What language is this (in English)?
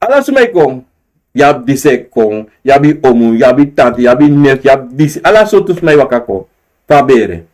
Sranan Tongo